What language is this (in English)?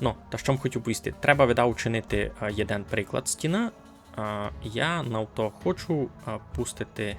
Rusyn